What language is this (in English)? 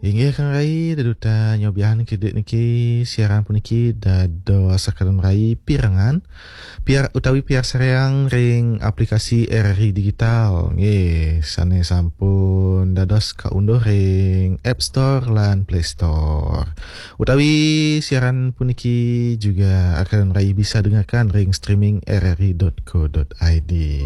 Balinese